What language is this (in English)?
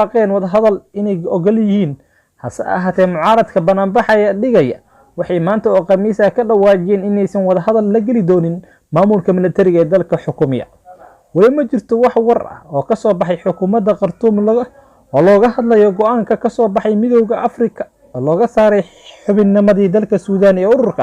Somali